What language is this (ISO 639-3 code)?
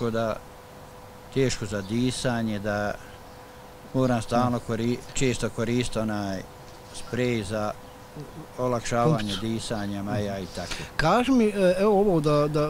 bos